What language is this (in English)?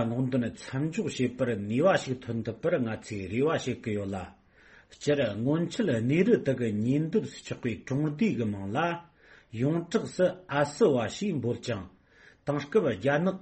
Tibetan